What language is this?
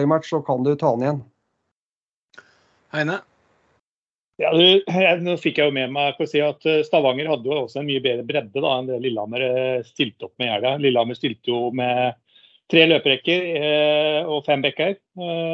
Norwegian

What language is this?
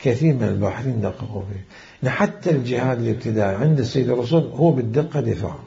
Mesopotamian Arabic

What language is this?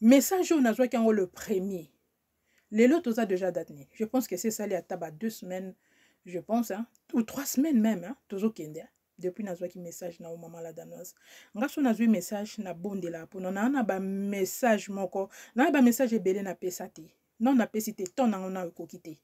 Lingala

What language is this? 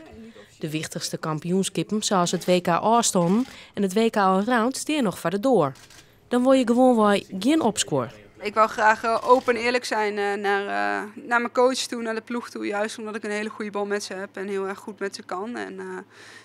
Western Frisian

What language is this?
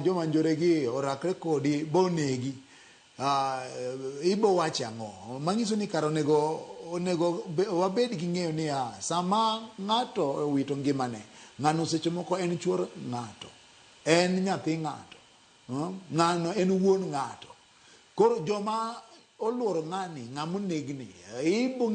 Luo (Kenya and Tanzania)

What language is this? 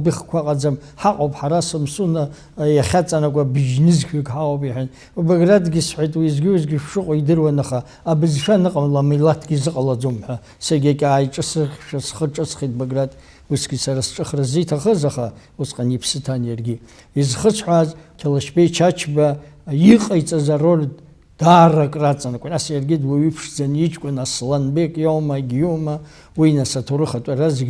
Abkhazian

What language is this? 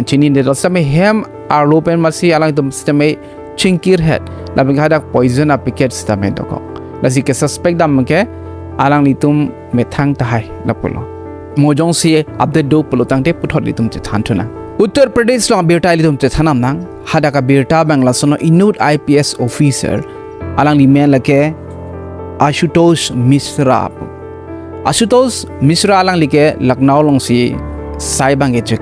Karbi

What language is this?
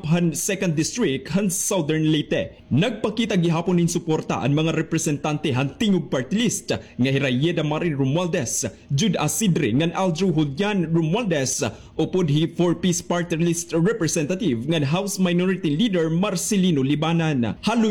Waray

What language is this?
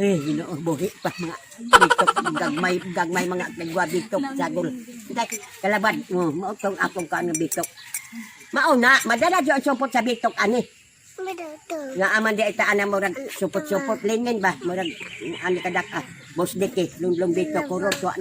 Cebuano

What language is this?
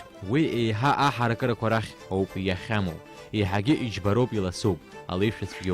Abkhazian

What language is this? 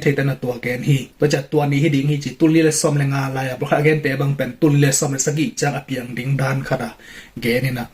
Tedim Chin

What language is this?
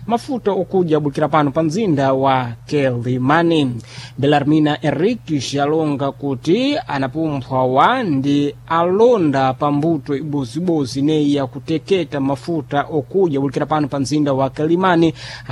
Sena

